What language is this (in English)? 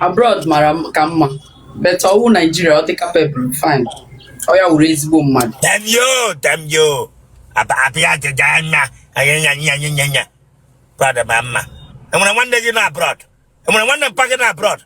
Igbo